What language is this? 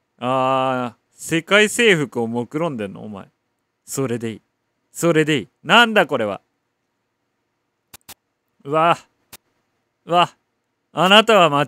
Japanese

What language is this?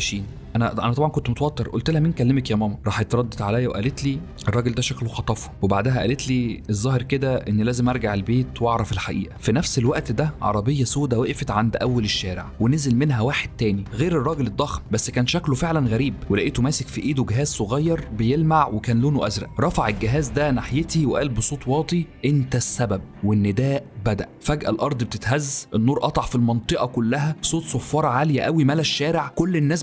Egyptian Arabic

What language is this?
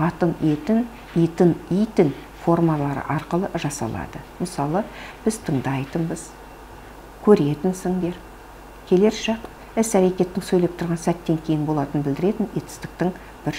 Kazakh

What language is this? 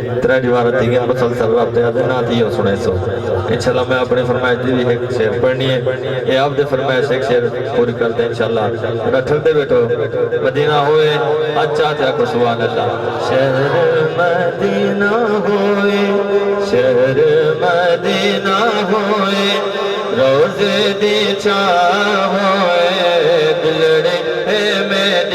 Saraiki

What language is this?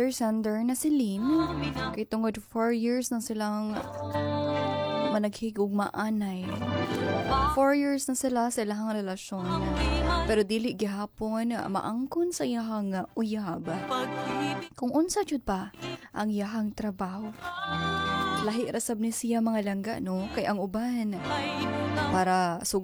Cebuano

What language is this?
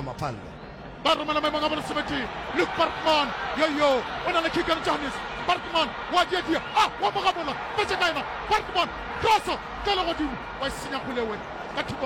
Northern Sotho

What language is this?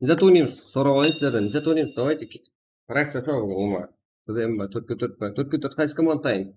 Kara-Kalpak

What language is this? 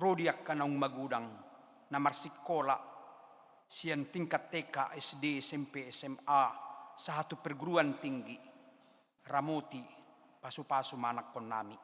Batak Toba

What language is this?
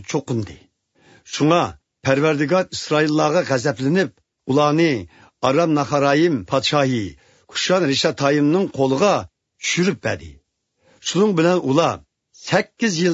Uyghur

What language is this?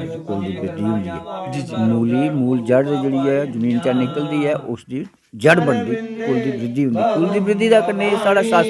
Dogri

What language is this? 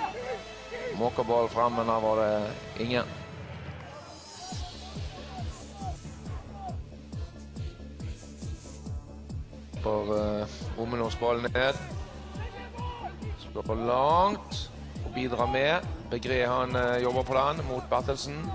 Norwegian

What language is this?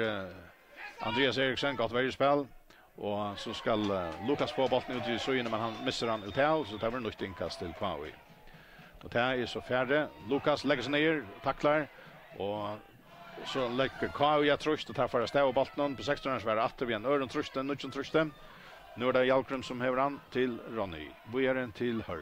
Faroese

